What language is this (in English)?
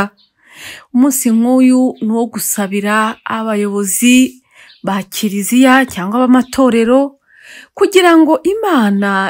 Kinyarwanda